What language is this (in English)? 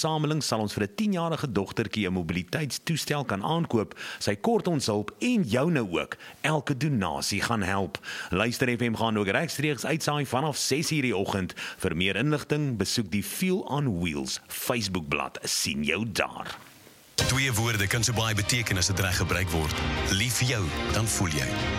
Afrikaans